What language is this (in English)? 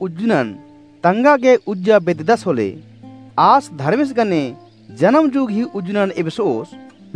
Kurukh